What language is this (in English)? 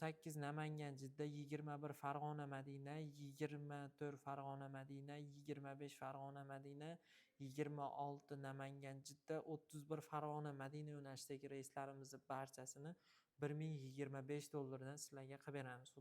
Uzbek